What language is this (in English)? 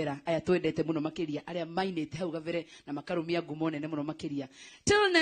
Kikuyu